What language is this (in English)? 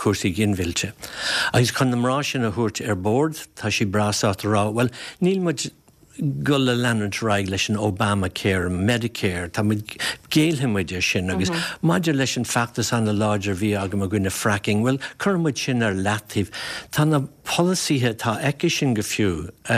Irish